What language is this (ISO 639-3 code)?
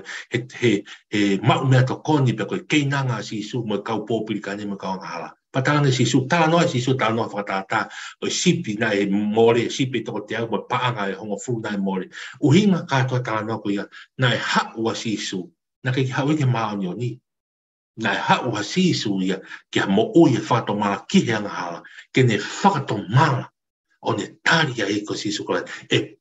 ton